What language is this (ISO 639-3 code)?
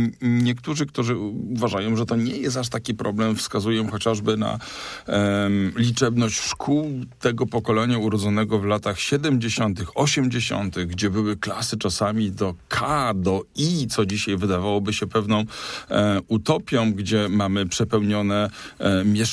pol